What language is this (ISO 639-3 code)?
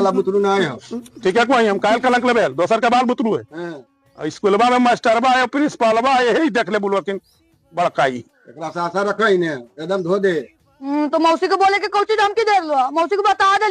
mag